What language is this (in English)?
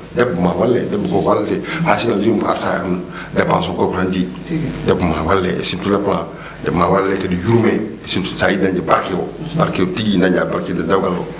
Fula